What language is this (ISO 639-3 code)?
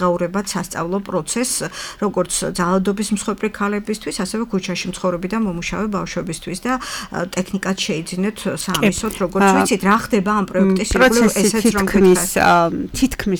kat